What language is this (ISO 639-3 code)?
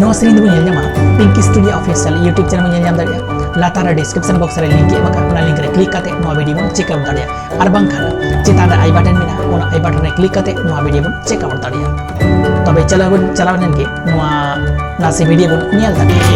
sat